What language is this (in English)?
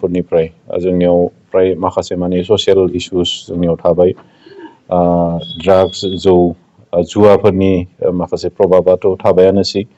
Bodo